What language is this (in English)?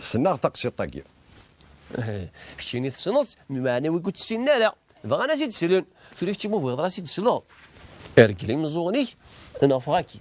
Kabyle